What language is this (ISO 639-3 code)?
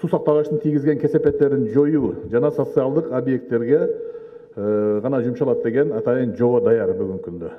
kir